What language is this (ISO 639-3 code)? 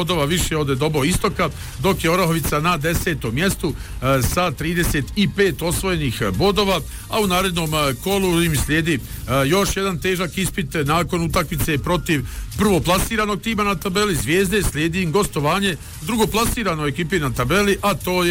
bos